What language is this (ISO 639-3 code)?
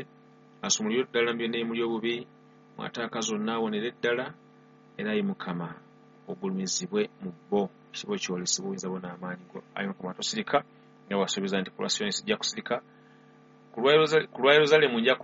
lug